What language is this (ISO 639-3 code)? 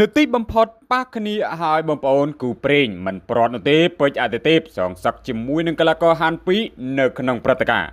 khm